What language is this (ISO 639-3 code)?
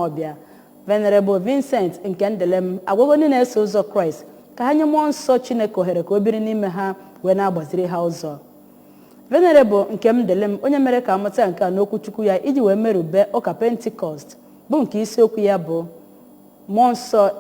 ibo